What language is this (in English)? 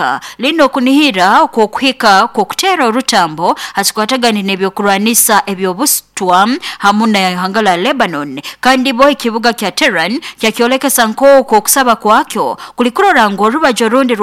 Nyoro